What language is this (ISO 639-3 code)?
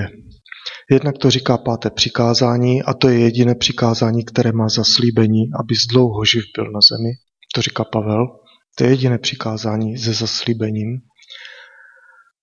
ces